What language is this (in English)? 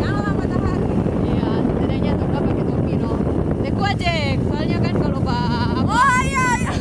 Manado Malay